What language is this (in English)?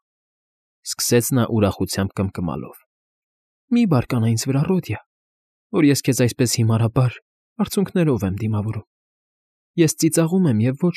Armenian